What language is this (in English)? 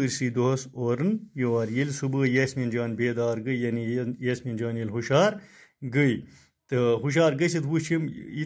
Kashmiri